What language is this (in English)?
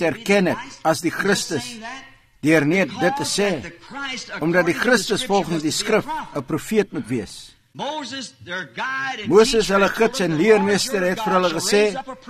Afrikaans